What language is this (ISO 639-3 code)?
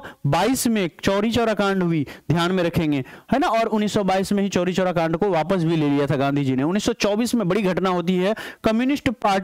hin